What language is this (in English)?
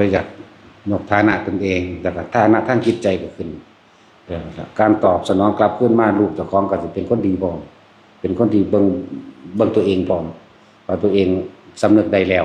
Northeastern Thai